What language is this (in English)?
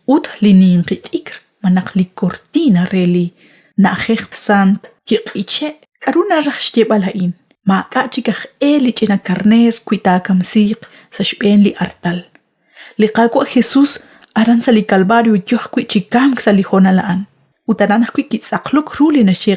Kekchí